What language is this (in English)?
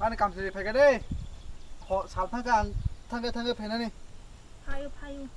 Kok Borok